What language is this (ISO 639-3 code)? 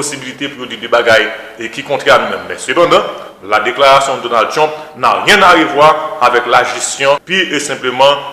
hat